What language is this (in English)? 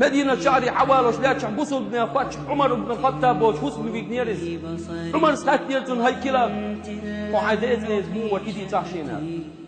Chechen